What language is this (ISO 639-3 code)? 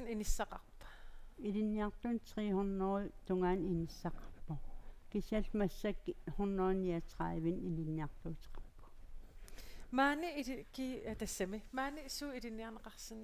kal